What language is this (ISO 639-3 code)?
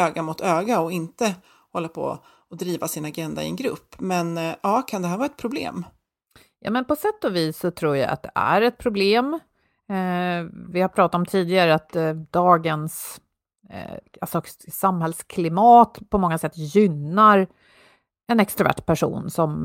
swe